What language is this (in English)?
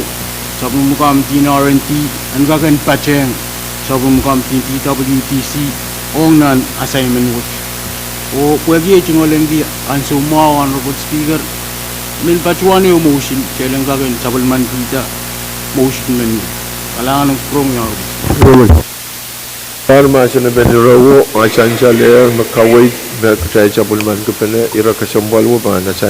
Pohnpeian